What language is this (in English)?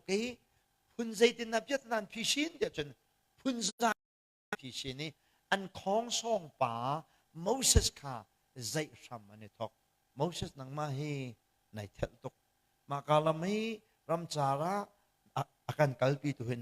Hakha Chin